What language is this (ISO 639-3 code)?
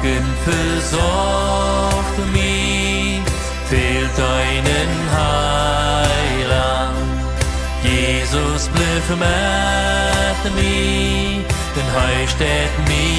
pdt